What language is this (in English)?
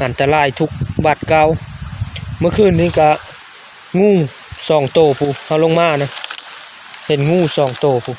Lao